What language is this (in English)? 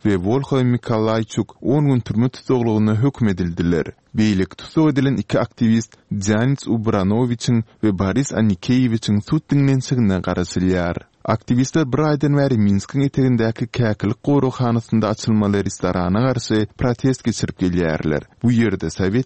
Turkmen